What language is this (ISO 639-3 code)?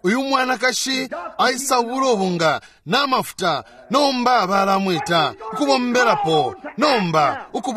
bem